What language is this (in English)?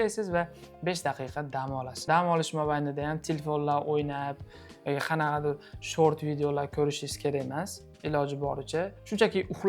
Uzbek